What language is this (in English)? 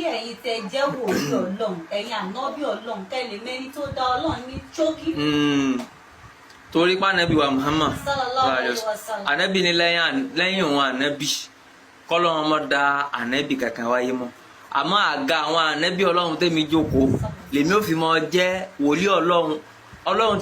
Yoruba